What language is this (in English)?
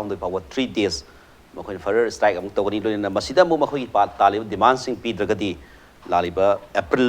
Manipuri